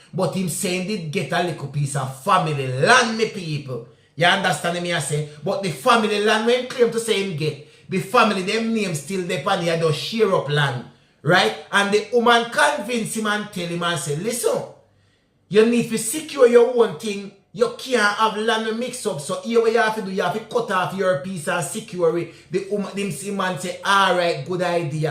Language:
Jamaican Creole English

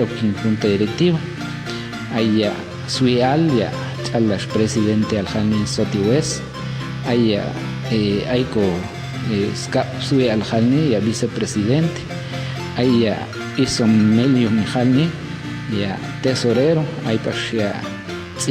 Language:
Popti'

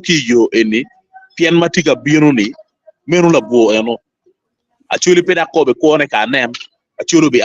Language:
Acoli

